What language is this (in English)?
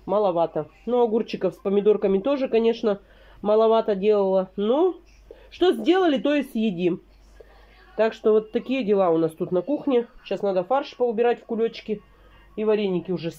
Russian